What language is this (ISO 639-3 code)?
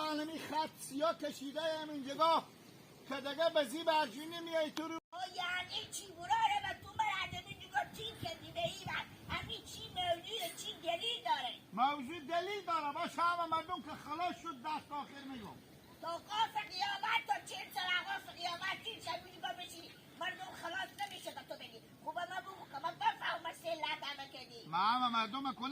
haz